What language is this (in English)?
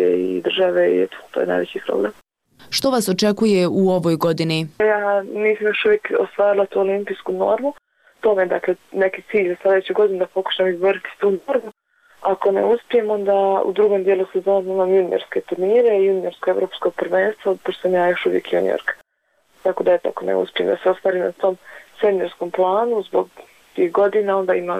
Bosnian